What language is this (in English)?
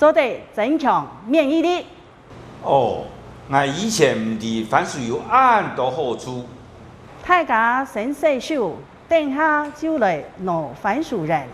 Hakka Chinese